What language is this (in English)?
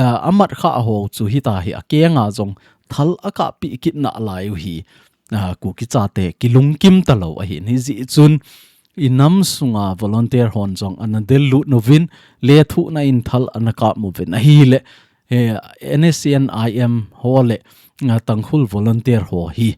Thado Chin